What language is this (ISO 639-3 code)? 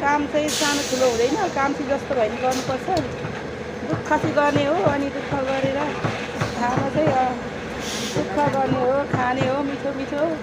nep